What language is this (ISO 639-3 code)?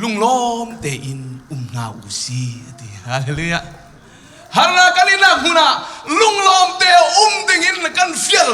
cnh